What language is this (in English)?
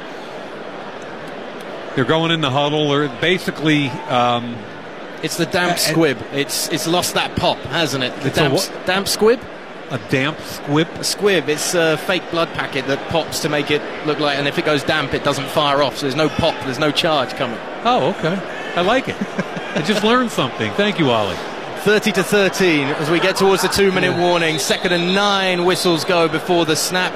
English